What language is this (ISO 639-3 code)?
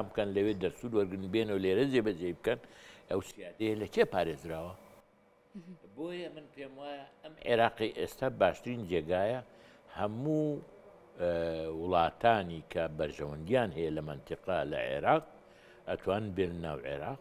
ckb